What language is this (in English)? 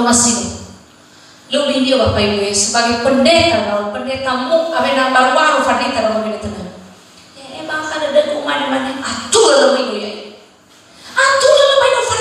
Nias